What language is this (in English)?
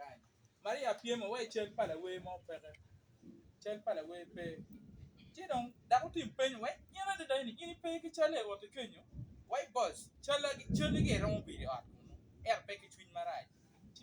Acoli